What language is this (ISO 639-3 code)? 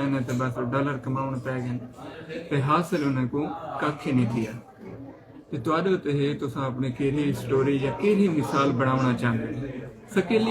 skr